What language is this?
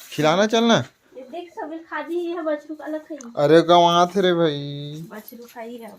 Chhattisgarhi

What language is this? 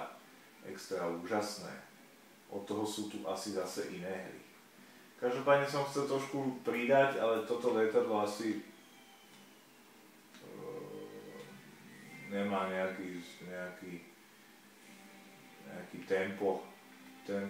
Slovak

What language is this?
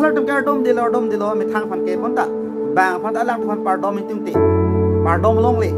Karbi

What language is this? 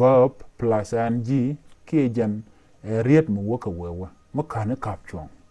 Nuer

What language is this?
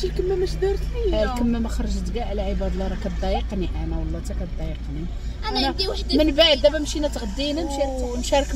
Moroccan Arabic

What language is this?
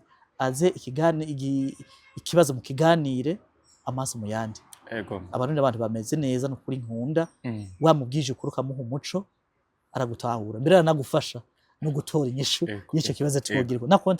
Rundi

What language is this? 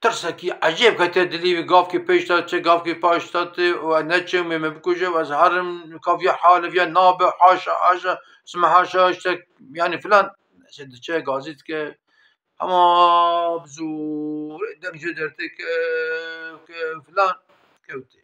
Kurdish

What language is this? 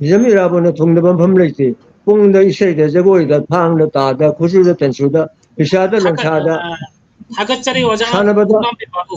Manipuri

